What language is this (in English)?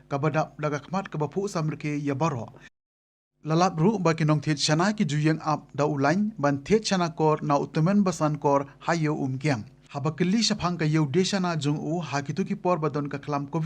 Khasi